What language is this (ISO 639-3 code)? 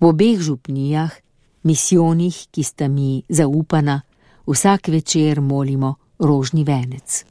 slv